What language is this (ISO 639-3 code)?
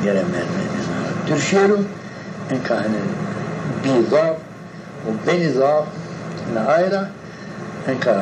zza